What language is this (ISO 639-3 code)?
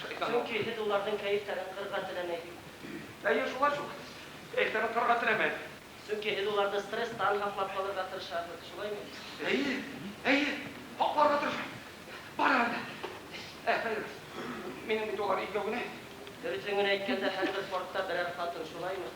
bak